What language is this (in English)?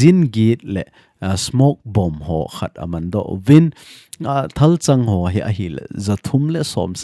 Thado Chin